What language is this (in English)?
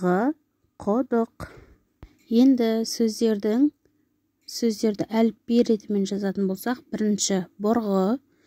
Kazakh